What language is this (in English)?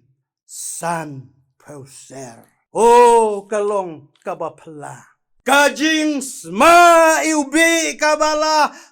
Khasi